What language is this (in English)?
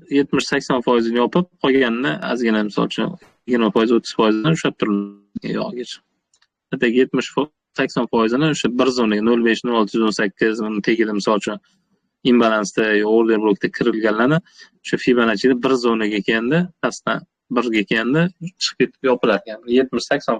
Uzbek